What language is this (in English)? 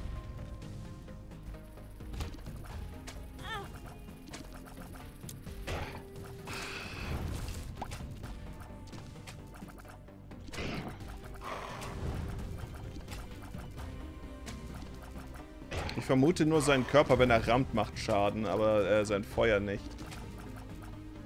German